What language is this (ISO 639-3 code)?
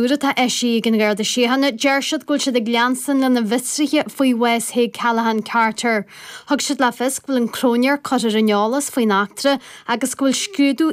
gle